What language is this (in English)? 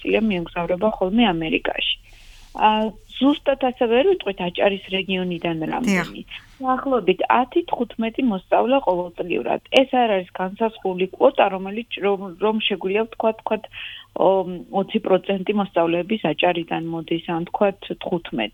Georgian